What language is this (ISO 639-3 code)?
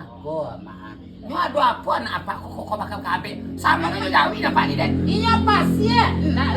min